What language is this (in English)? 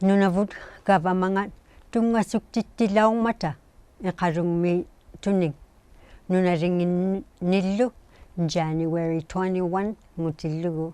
Inuktitut